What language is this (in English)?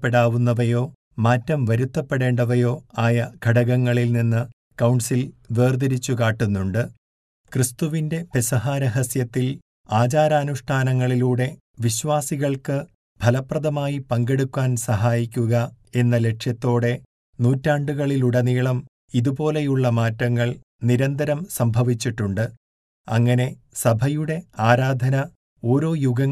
Malayalam